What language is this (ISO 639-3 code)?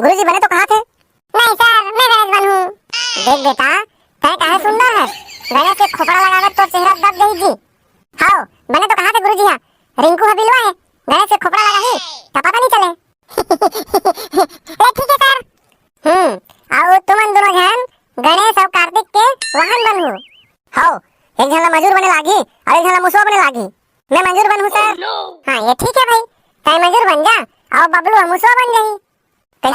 hne